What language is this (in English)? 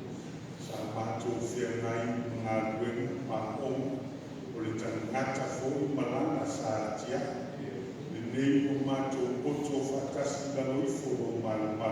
Samoan